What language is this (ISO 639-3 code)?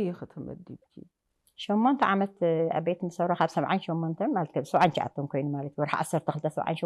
tir